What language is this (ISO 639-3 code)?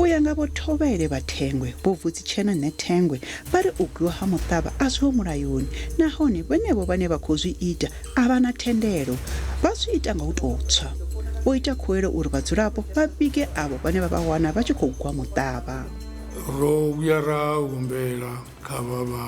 ven